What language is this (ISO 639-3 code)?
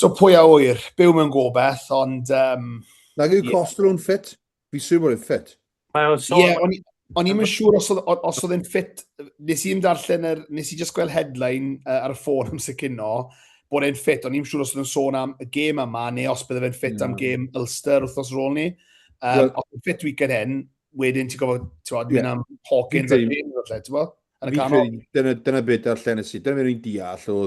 cym